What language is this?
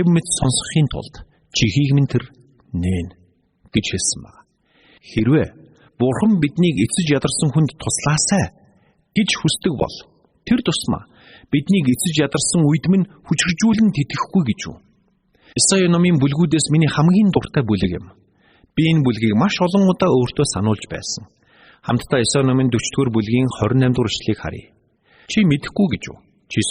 Mongolian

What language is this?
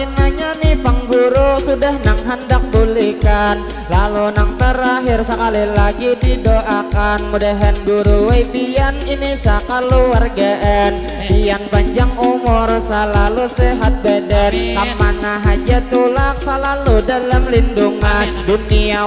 Banjar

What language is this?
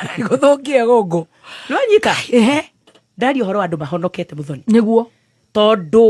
Kikuyu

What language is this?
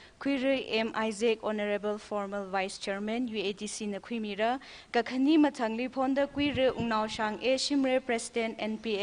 Tangkhul Naga (India)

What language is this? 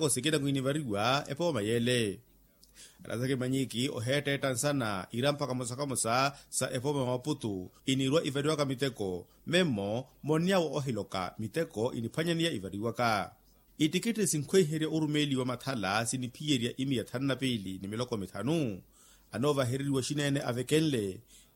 Makhuwa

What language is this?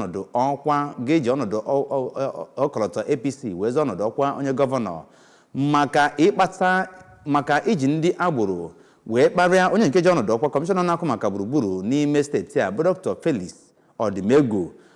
Igbo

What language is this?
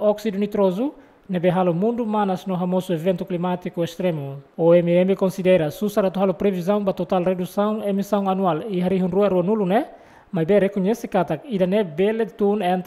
Tetum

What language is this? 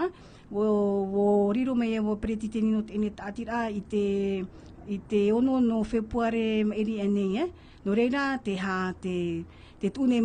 Tahitian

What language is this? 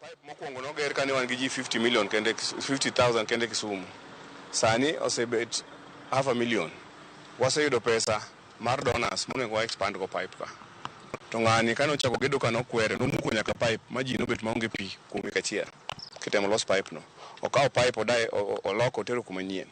Luo (Kenya and Tanzania)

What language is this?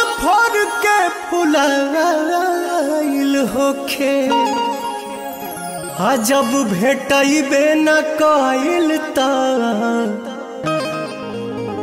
Bhojpuri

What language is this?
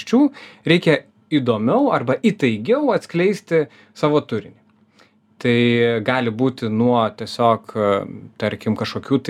Lithuanian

